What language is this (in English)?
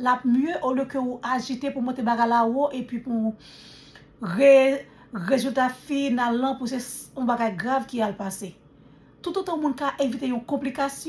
Haitian Creole